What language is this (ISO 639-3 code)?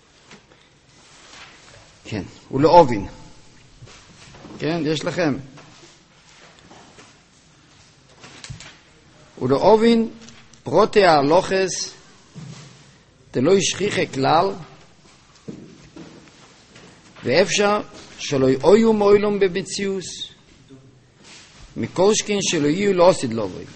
heb